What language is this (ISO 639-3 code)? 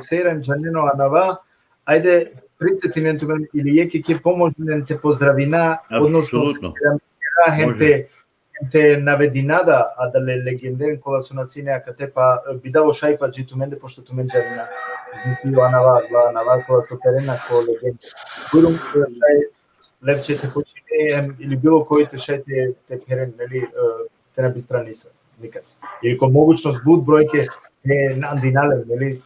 rmn